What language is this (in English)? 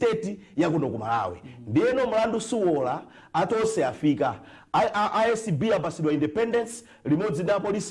Nyanja